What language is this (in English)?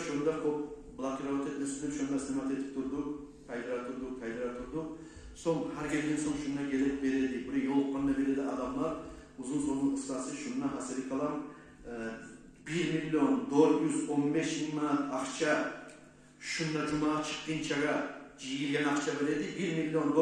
Kumyk